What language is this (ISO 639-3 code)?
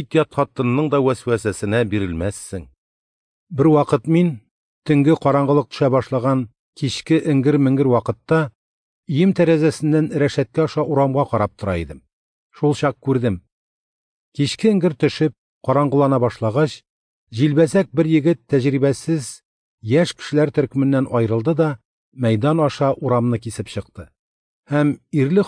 tat